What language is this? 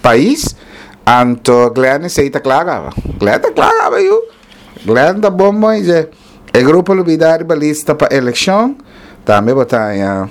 Papiamento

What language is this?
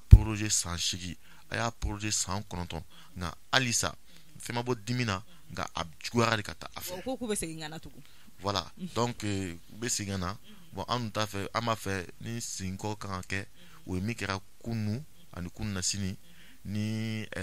Bambara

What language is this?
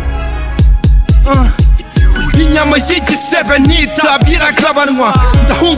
Kinyarwanda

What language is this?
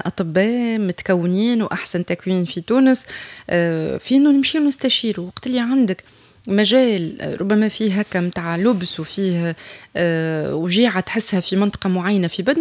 Tunisian Arabic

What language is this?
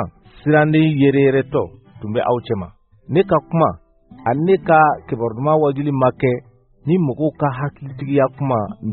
Bambara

